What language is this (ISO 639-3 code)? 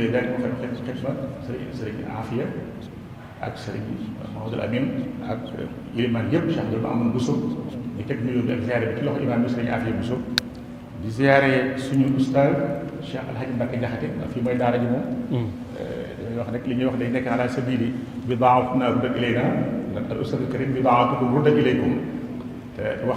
wol